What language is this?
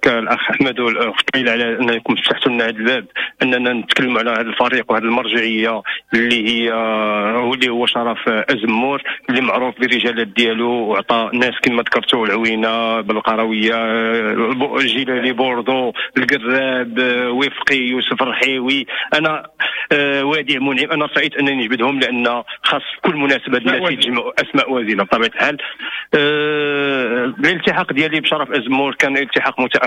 Moroccan Arabic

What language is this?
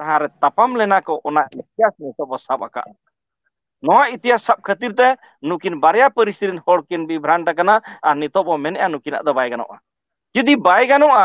Santali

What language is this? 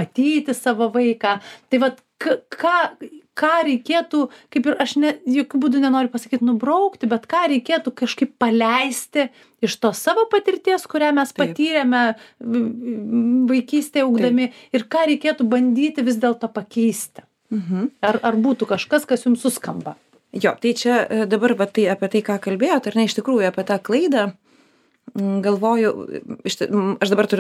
Lithuanian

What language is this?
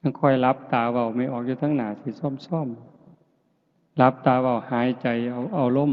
Northeastern Thai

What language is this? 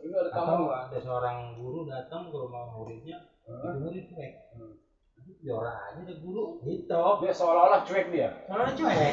Betawi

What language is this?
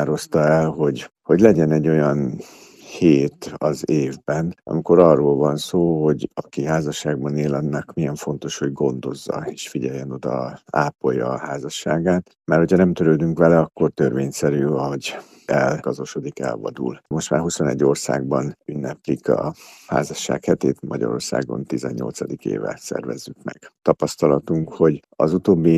Hungarian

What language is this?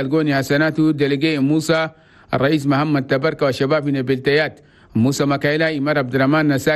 Chadian Arabic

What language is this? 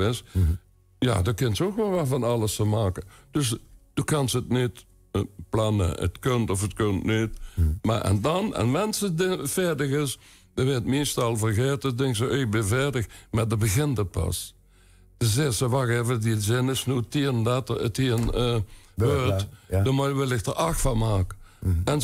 Limburgish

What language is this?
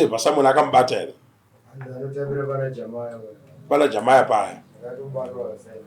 Shona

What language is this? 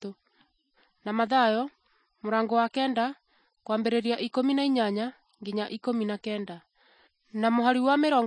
Kikuyu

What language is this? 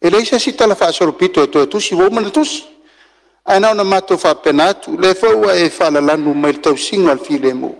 Samoan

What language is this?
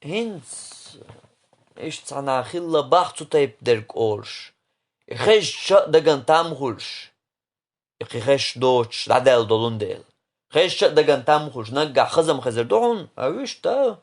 Chechen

